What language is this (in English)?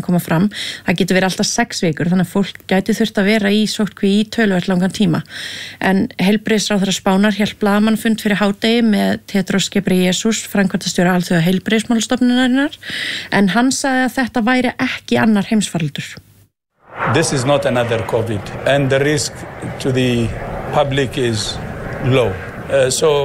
Icelandic